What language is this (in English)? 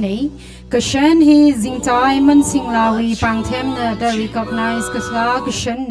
Tangkhul Naga (India)